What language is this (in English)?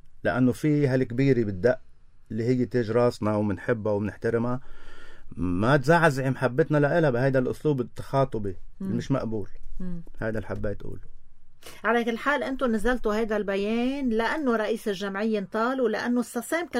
North Levantine Arabic